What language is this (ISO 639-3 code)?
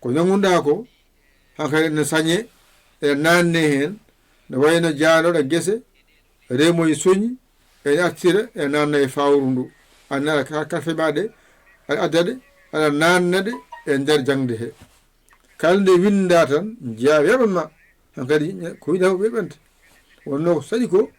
ful